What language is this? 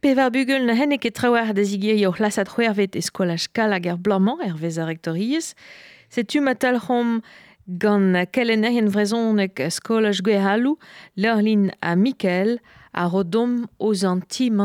Breton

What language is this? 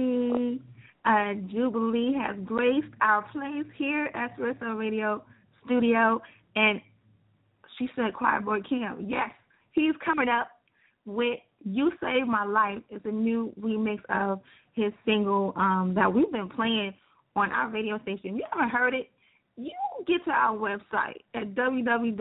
English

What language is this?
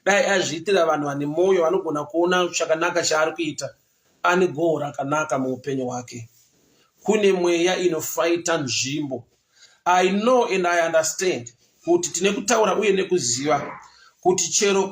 Shona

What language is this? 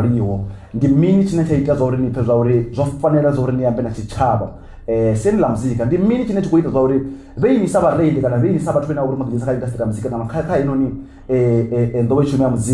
Venda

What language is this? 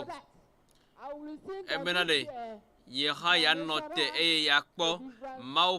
Ewe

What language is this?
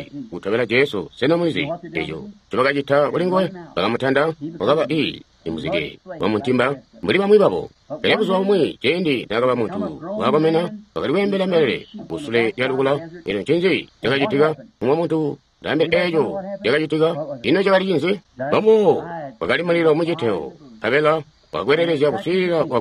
Tonga (Zambia)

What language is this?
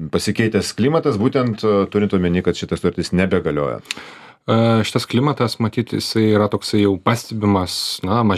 Lithuanian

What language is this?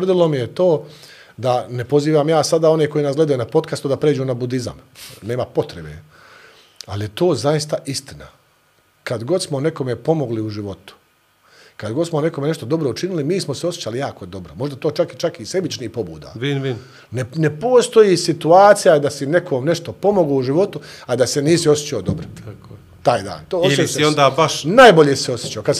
Bosnian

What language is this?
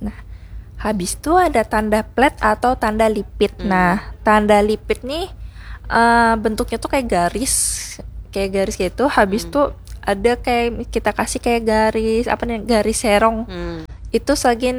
Banjar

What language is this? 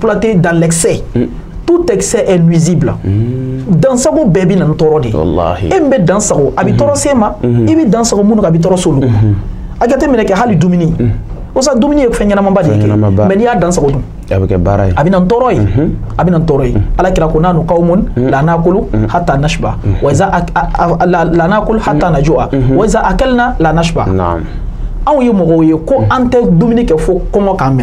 Bambara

